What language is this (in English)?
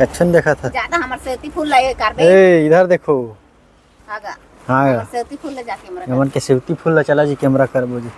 Chhattisgarhi